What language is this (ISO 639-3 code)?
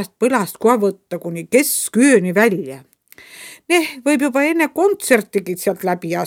est